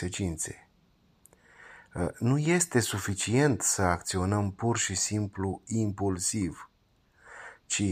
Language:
Romanian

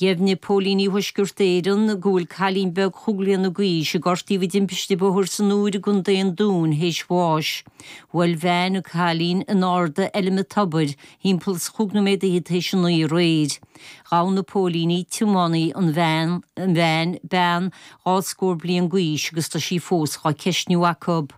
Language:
Irish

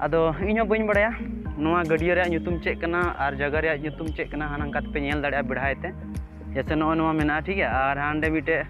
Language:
Santali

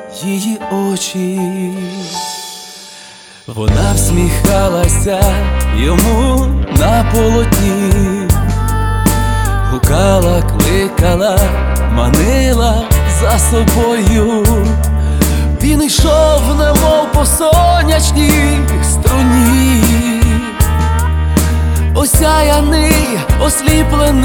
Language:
Ukrainian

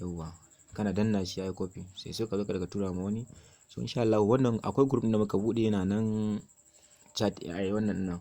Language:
Hausa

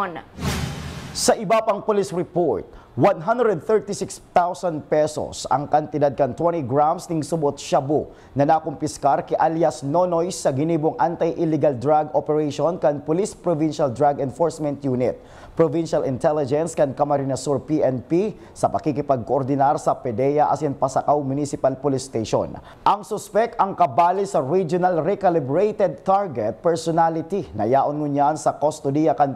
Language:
Bikol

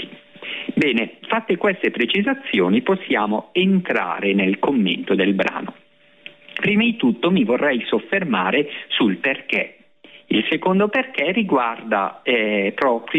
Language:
Italian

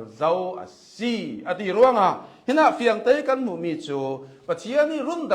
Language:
Hakha Chin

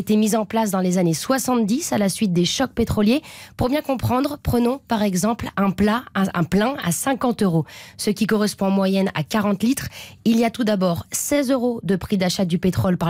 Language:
French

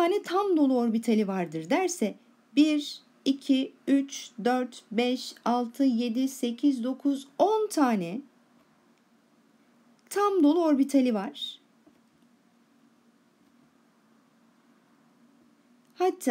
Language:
Turkish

